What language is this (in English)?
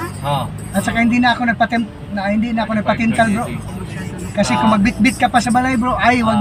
Filipino